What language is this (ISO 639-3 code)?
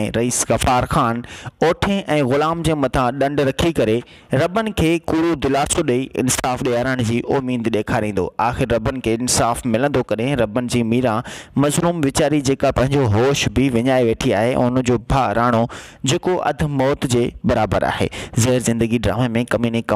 snd